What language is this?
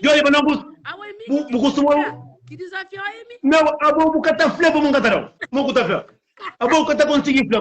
Kabuverdianu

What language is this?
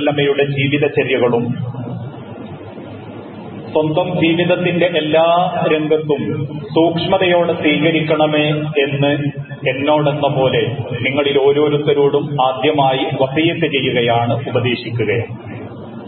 Malayalam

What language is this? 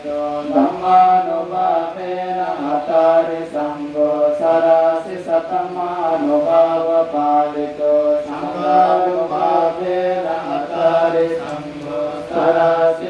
Pali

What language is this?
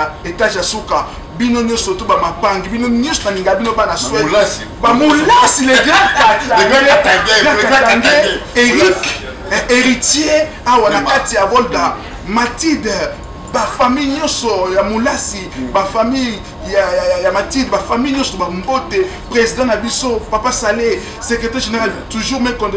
Lingala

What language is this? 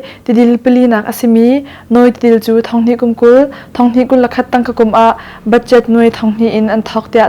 Hakha Chin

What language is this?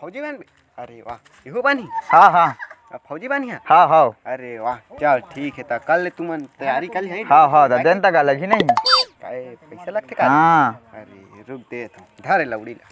Chhattisgarhi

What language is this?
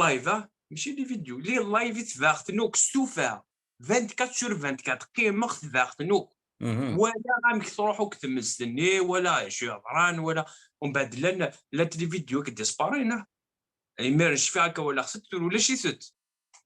Kabyle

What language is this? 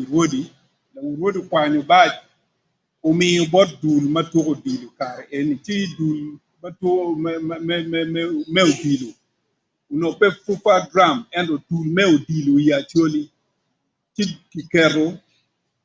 Acoli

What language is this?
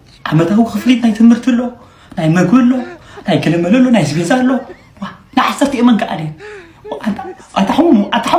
Tigrinya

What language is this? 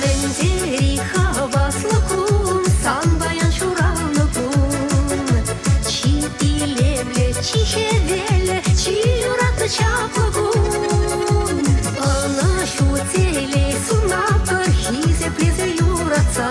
Chuvash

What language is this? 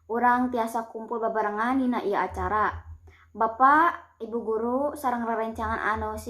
Sundanese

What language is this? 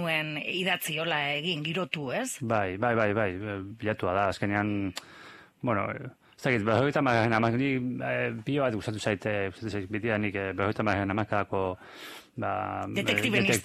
Basque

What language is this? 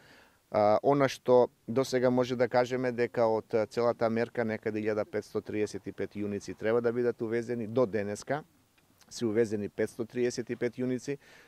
Macedonian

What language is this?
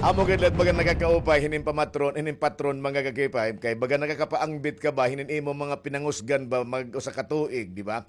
Waray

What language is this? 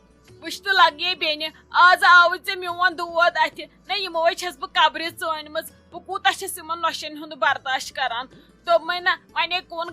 Kashmiri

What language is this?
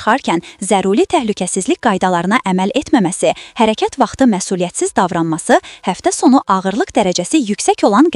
Azerbaijani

